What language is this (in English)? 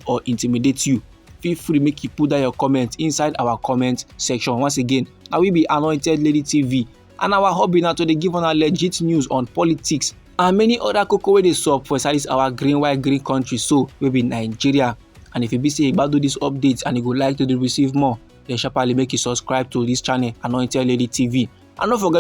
Nigerian Pidgin